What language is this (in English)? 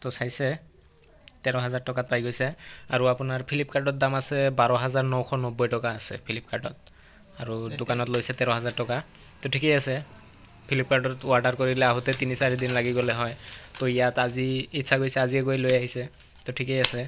Assamese